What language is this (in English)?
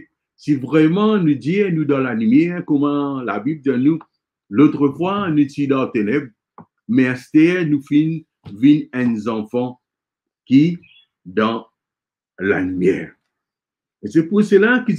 Morisyen